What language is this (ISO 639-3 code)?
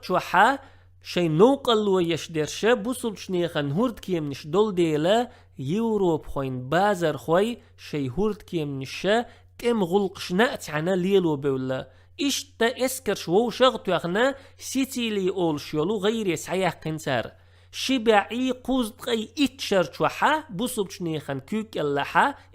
che